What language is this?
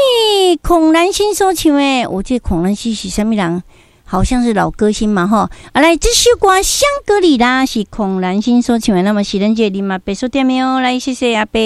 Min Nan Chinese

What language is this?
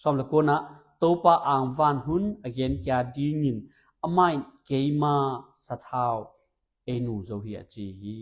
Tedim Chin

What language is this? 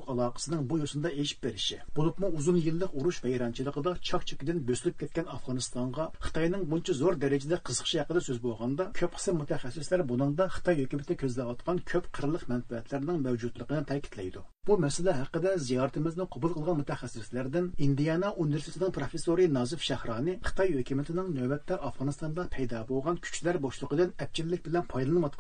Uyghur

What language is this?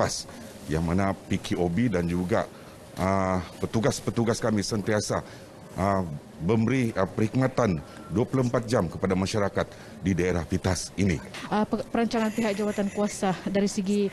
Malay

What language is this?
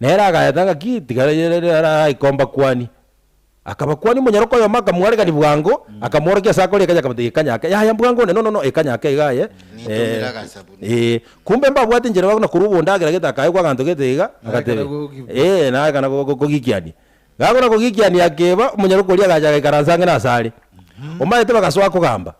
Gusii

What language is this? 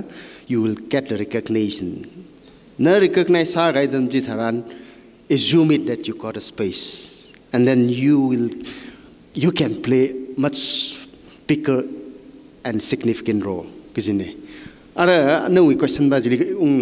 Tangkhul Naga (India)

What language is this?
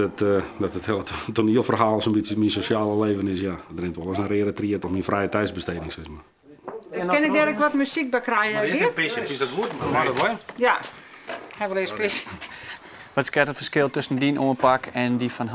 Western Frisian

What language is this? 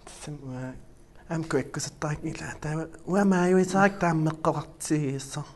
Kalaallisut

